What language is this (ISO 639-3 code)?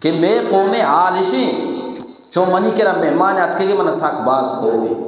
bgp